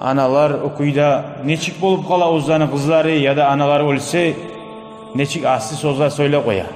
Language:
Kumyk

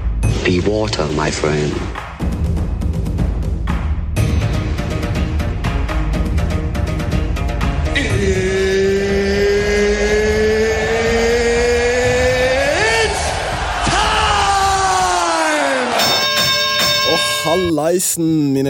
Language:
Norwegian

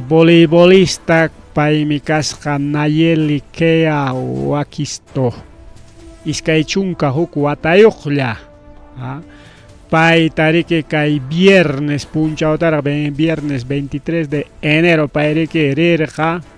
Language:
Ayacucho Quechua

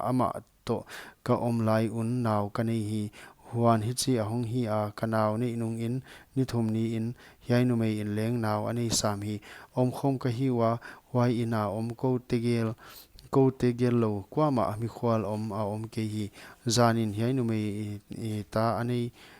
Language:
Paite Chin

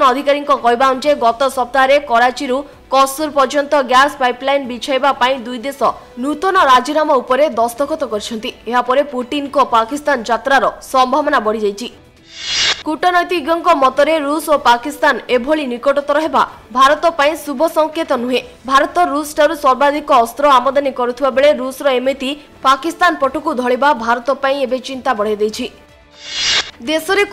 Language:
Odia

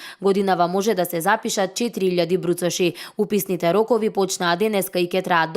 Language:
Macedonian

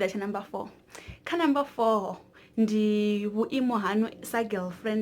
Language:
Venda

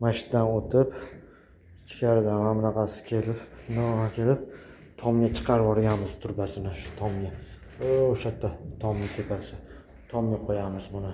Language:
Uzbek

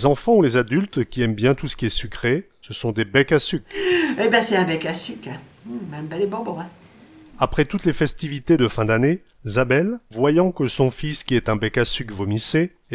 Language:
Picard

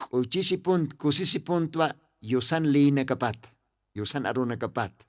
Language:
Aymara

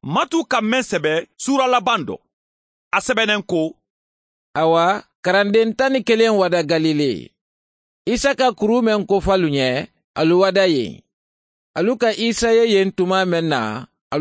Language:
Mandingo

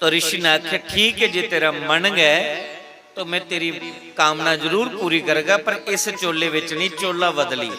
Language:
Dogri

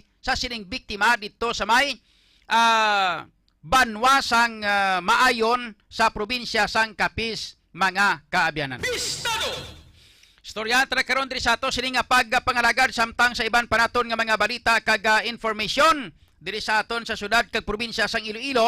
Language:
Hiligaynon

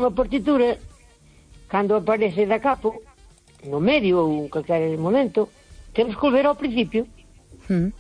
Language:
Galician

